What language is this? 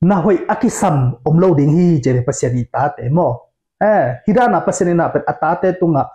Tedim Chin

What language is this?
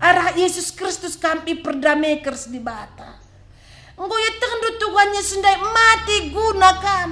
Batak Karo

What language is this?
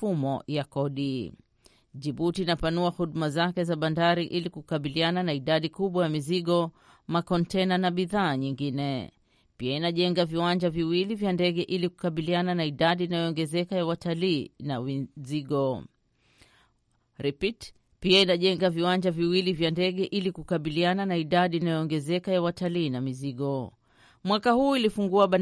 Swahili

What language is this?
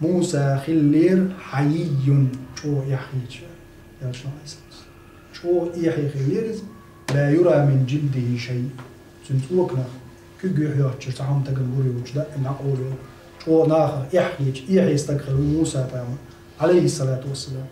Chechen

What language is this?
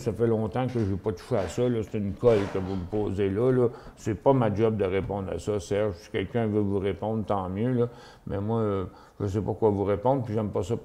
French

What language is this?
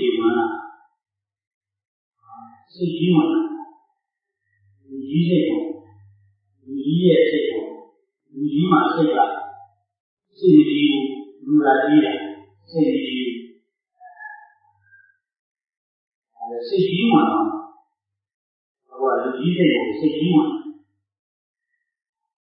Burmese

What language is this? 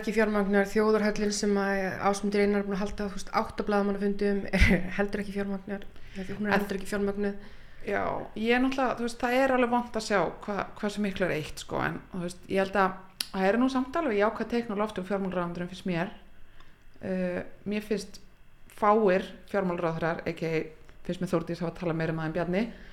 Icelandic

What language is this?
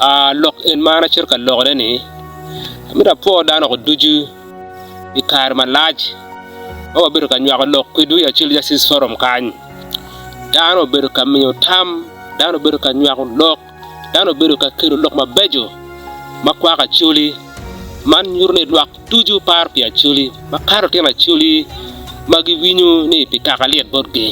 Acoli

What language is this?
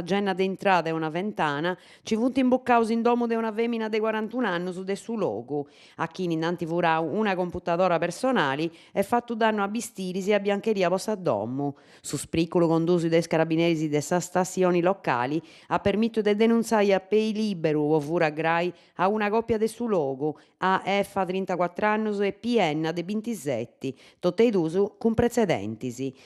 Sardinian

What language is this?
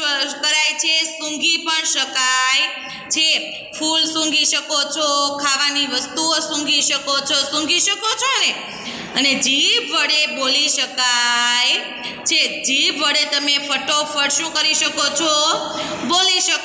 Gujarati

